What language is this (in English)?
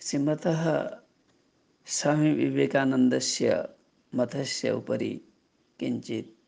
Sanskrit